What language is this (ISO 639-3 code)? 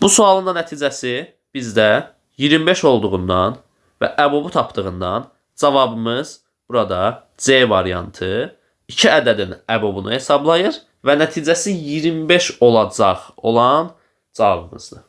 aze